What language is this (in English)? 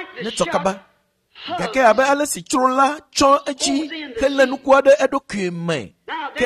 Ewe